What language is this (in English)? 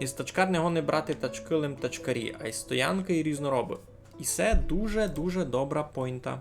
Rusyn